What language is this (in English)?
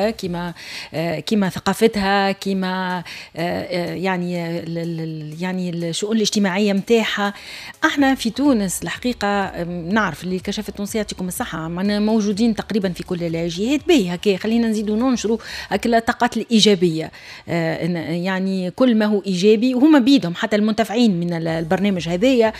Tunisian Arabic